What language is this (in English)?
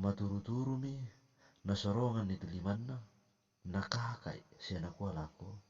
Toraja-Sa'dan